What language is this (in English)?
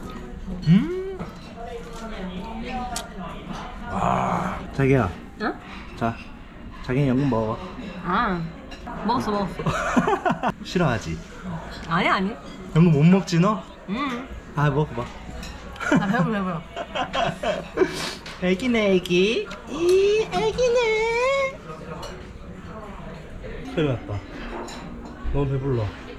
Korean